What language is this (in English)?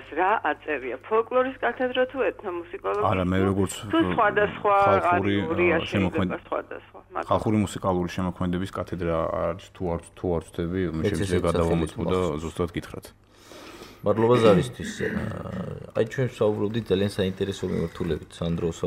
Georgian